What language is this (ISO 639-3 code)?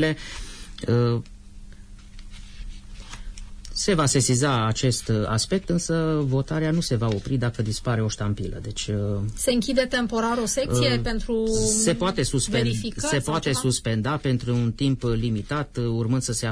ron